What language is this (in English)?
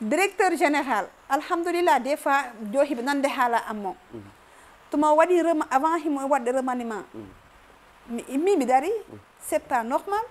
Fula